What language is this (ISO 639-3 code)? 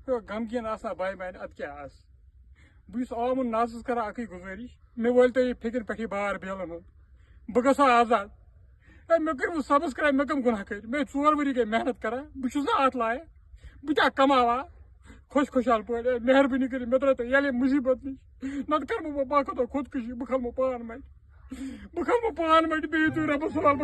kas